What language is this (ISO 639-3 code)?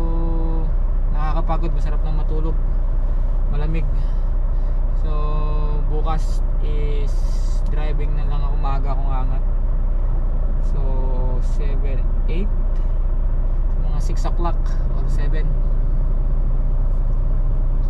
fil